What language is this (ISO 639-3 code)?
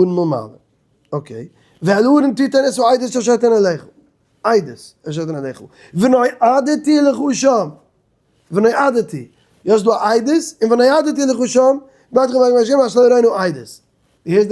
yid